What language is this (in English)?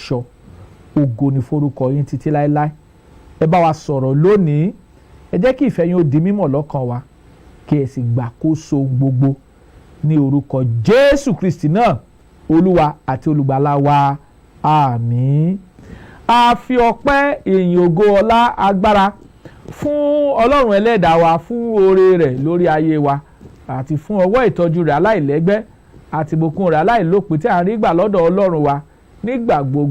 Yoruba